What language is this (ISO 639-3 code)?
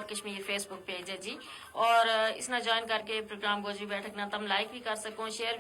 gju